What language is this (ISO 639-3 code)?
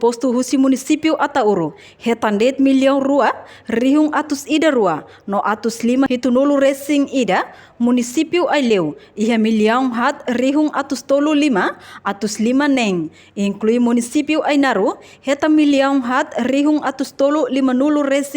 tet